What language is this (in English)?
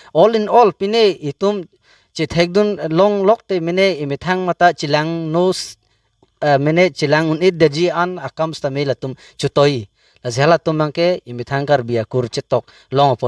Karbi